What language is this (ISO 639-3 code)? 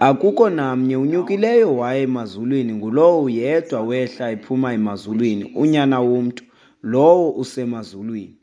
xho